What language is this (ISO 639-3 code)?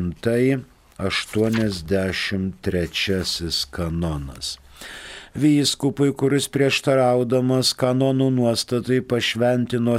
lit